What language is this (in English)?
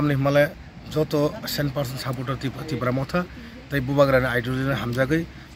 Kok Borok